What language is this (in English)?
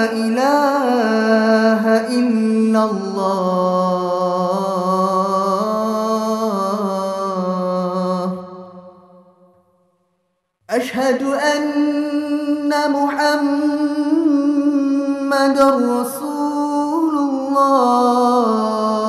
Malay